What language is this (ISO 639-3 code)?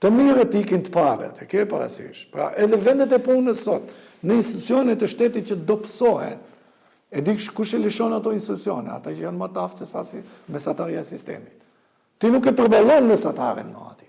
sqi